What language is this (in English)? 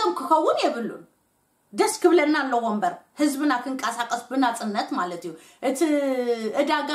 Tigrinya